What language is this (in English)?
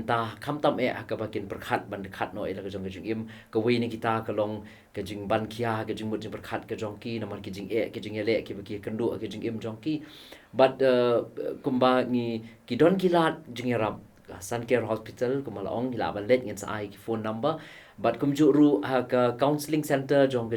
Khasi